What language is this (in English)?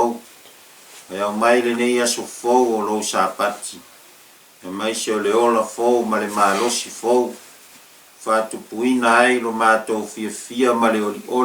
Samoan